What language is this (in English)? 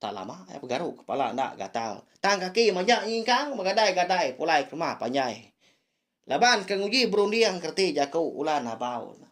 Iban